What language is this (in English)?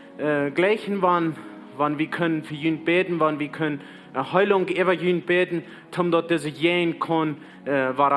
Plautdietsch